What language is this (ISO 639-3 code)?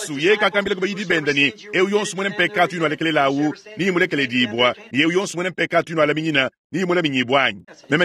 lua